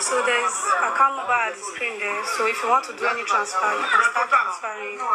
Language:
Nigerian Pidgin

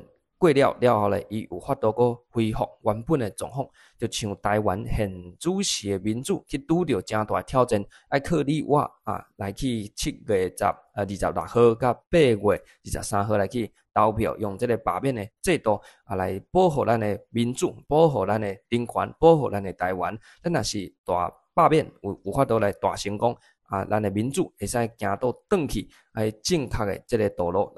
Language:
Min Nan Chinese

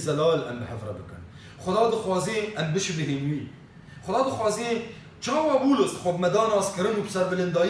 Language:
Kurdish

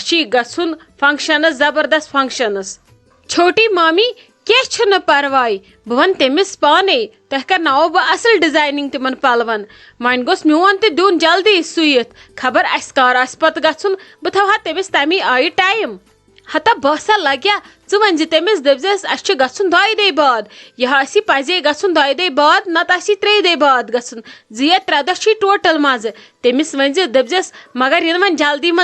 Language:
Kashmiri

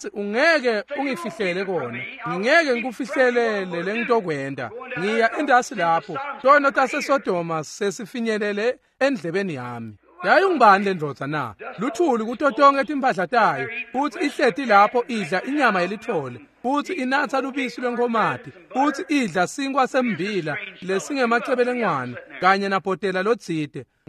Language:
Swati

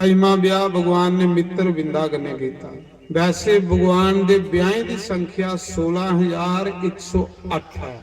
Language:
Dogri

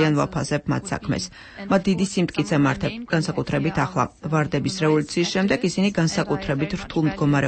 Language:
Georgian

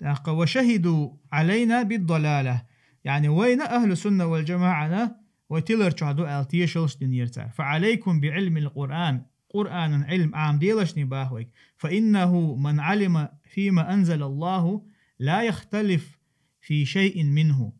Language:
Chechen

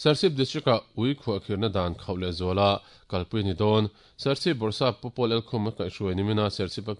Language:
Mizo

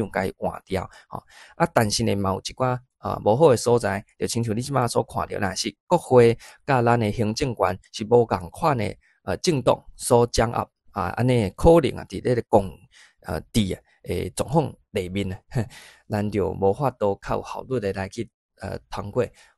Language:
Min Nan Chinese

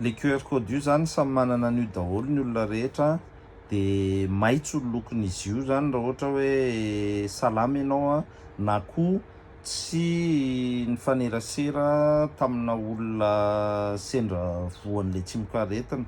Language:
Malagasy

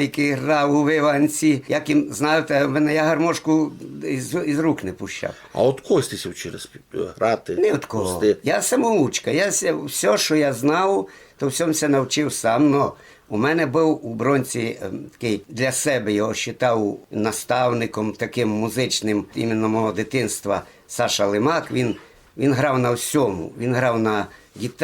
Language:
Rusyn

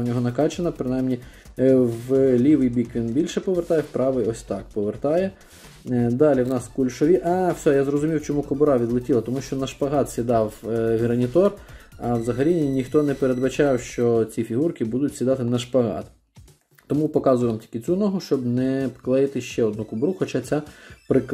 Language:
Ukrainian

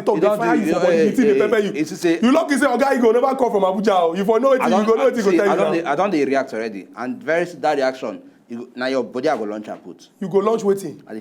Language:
Nigerian Pidgin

